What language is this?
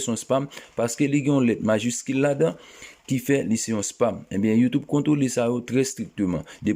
Haitian Creole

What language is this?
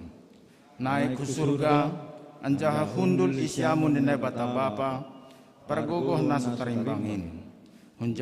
Batak Simalungun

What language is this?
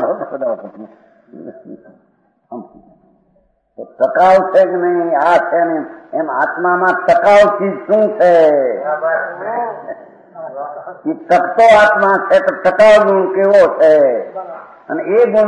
Gujarati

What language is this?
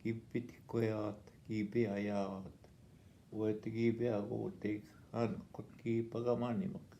Northwestern Ojibwa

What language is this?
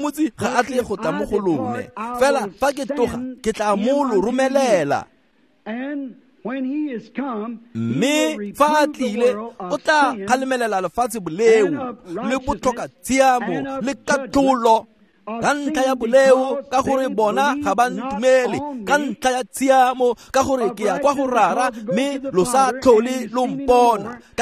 Tswana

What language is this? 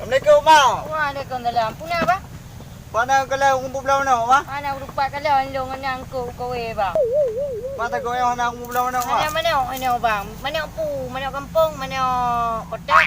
Achinese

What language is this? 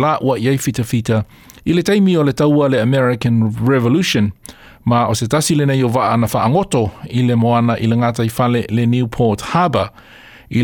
Samoan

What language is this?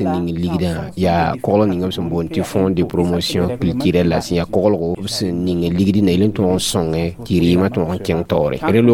Mossi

